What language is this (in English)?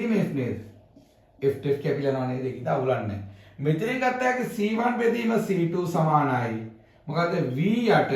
Sinhala